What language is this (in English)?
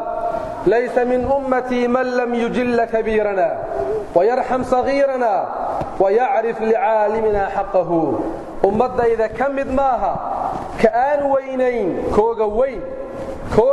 Somali